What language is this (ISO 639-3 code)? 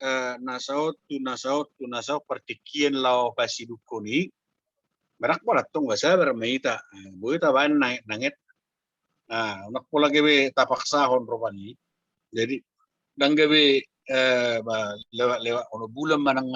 bbc